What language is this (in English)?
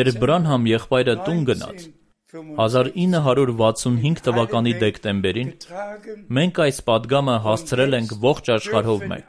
Armenian